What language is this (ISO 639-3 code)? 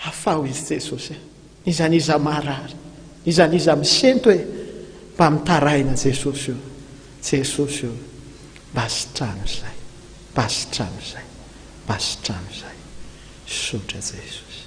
mlg